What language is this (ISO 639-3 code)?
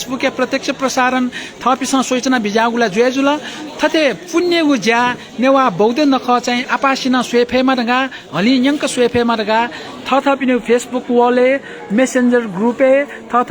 new